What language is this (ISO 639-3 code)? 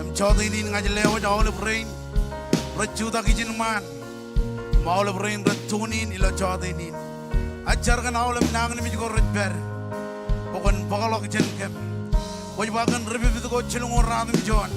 mah